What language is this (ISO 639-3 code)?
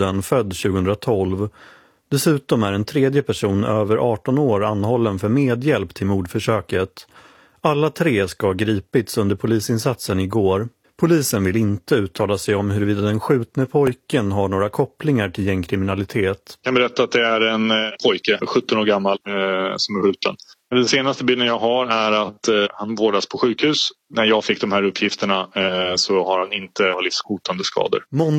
swe